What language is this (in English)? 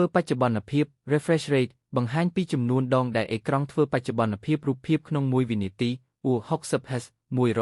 Khmer